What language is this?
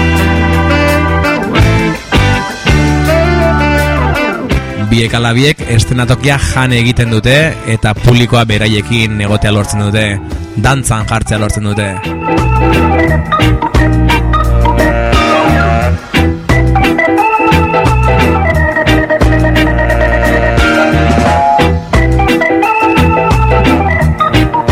Basque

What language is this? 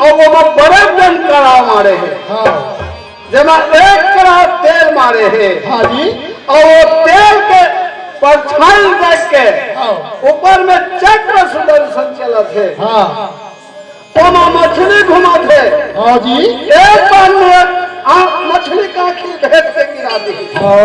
Chhattisgarhi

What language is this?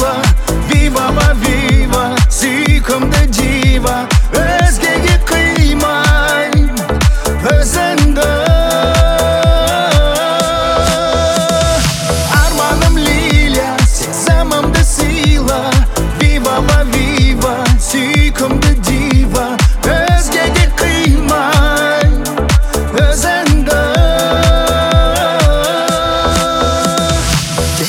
Kazakh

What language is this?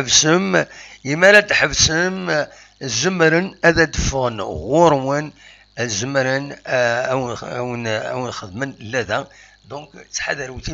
Kabyle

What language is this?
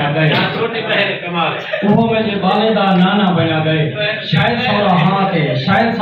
Saraiki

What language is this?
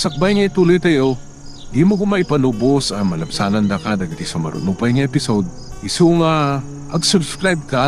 Iloko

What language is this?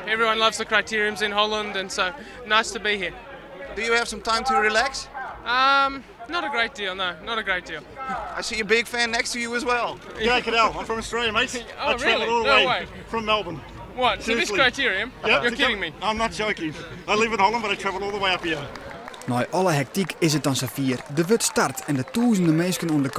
Western Frisian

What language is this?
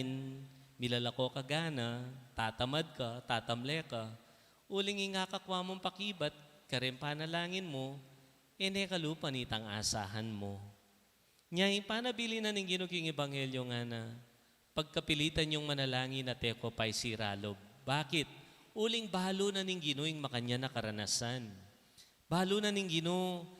Pampanga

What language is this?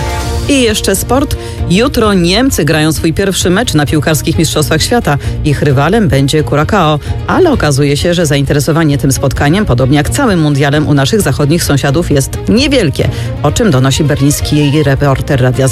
Polish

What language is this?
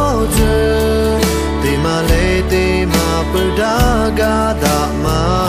Lahu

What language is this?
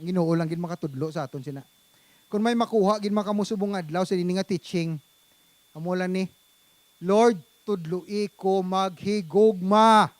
Hiligaynon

